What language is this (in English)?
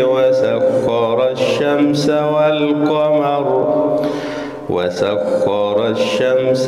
Arabic